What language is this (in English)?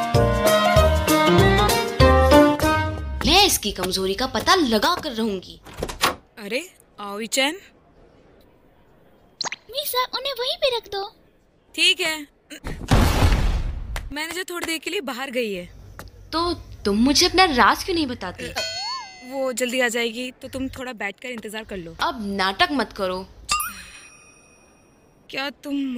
Hindi